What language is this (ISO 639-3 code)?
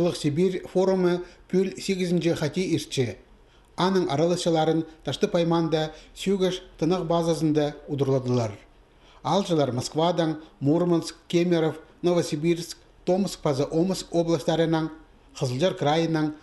kjh